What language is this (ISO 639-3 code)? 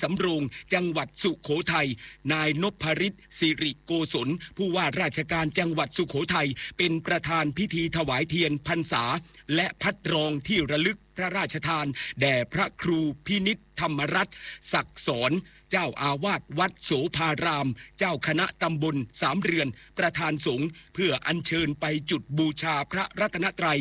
tha